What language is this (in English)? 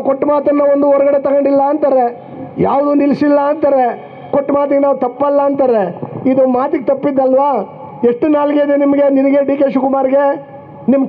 Kannada